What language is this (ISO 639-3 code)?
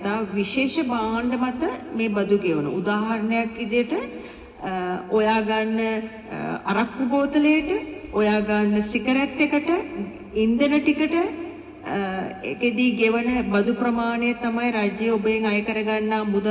sin